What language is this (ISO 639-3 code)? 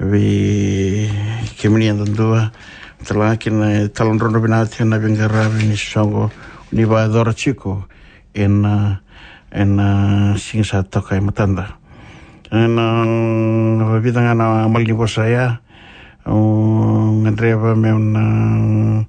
fij